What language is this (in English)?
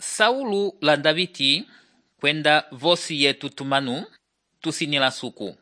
Umbundu